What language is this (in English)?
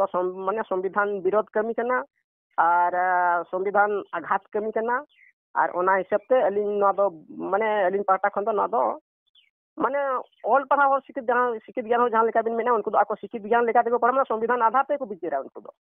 Santali